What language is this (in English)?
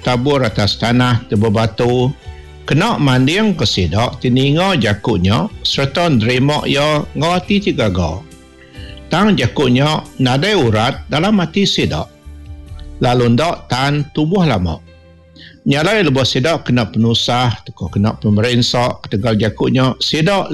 Iban